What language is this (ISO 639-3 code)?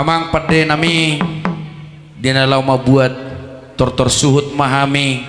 bbc